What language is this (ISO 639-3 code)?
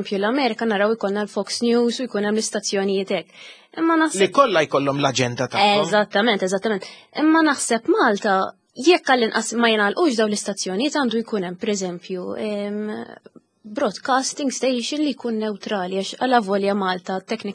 mlt